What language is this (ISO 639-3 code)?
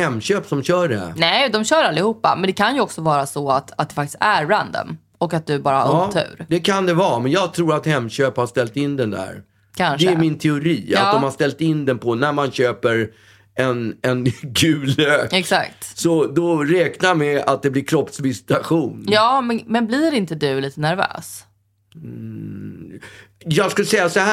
swe